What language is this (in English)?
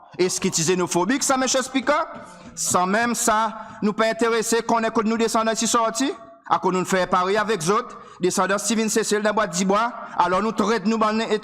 Seselwa Creole French